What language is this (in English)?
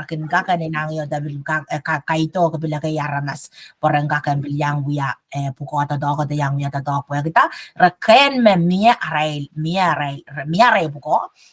Pohnpeian